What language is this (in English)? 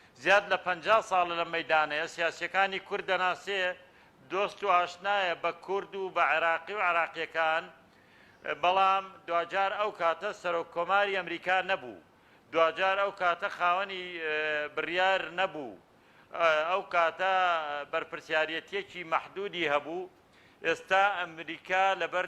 Central Kurdish